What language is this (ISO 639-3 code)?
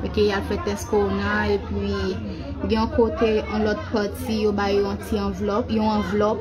hat